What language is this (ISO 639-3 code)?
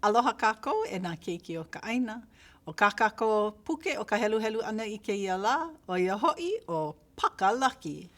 haw